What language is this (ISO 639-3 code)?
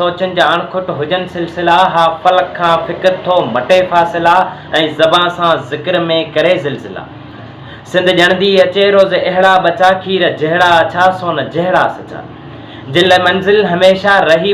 snd